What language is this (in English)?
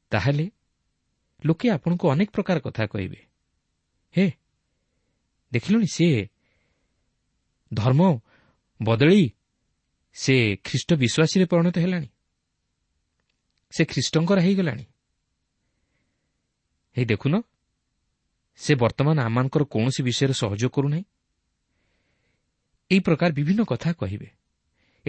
Odia